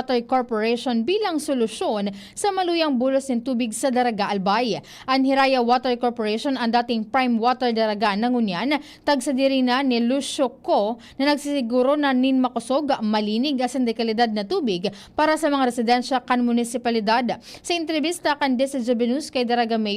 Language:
Bikol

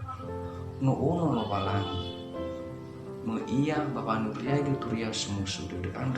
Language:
Nias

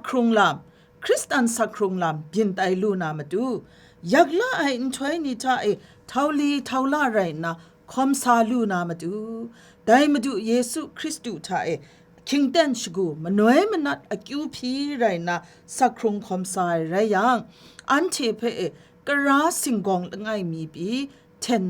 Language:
Kachin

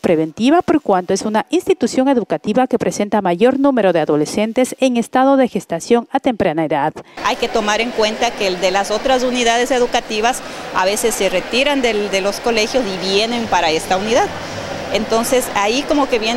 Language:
Spanish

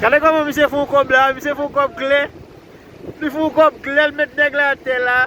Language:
Haitian Creole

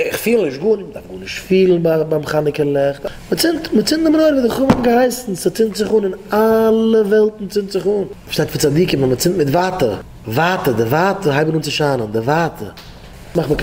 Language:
Yiddish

